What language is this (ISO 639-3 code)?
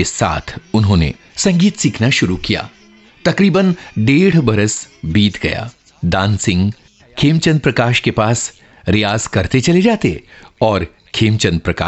hin